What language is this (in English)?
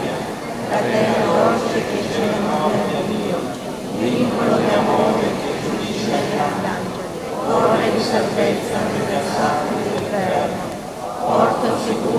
Italian